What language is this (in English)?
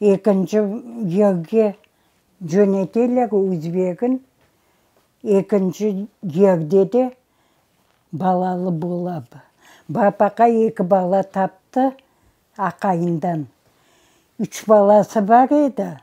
Crimean Tatar